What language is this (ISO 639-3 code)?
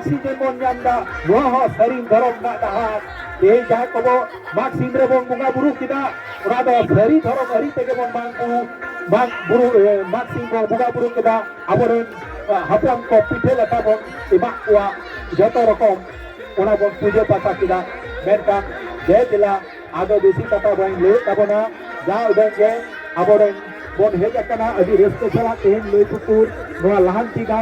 sat